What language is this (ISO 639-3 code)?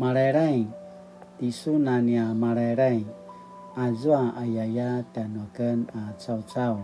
pwn